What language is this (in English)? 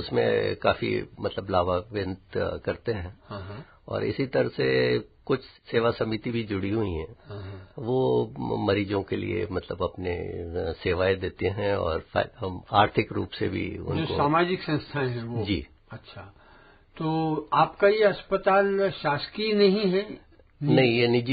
Hindi